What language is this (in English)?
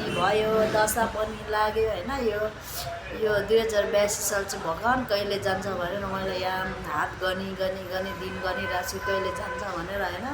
Nepali